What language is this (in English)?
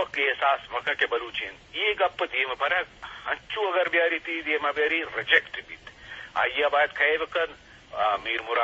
Eastern Balochi